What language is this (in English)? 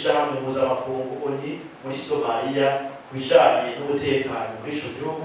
Rundi